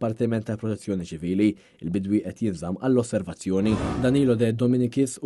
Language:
Maltese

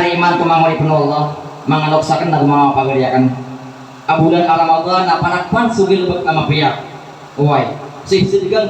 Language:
Maranao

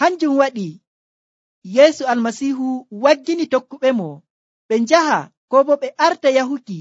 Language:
Nigerian Fulfulde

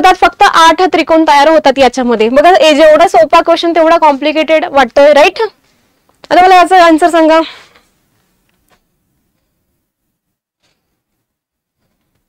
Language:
Marathi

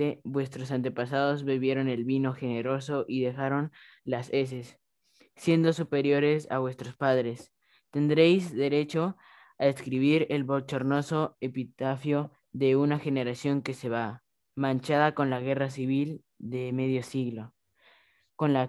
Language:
Spanish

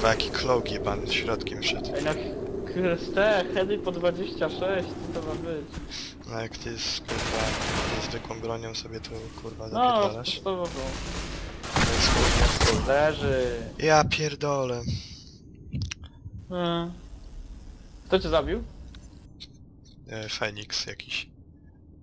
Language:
Polish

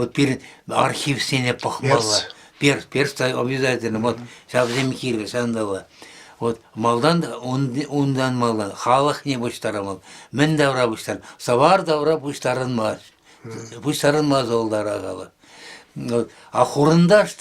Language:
Chuvash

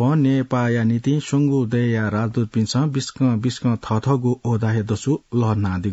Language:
Newari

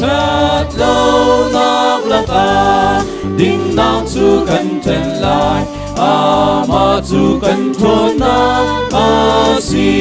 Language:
Hakha Chin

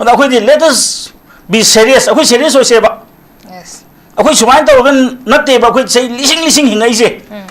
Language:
Manipuri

